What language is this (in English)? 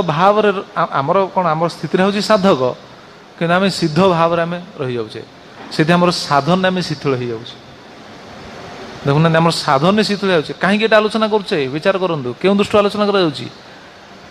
Odia